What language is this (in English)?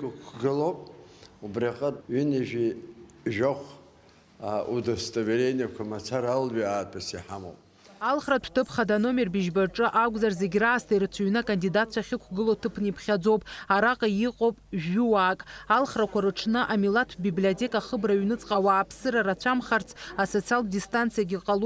Abkhazian